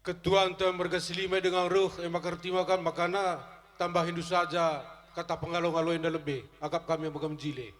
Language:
Batak Karo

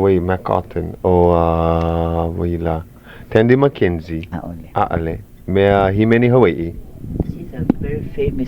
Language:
Hawaiian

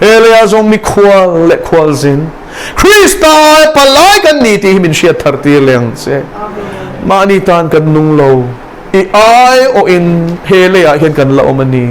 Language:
Mizo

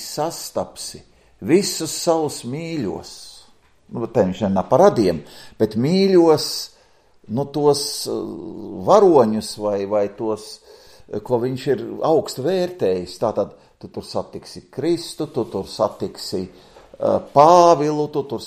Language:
Latvian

